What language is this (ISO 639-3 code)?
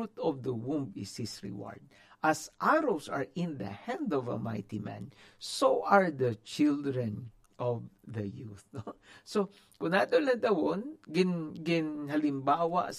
hil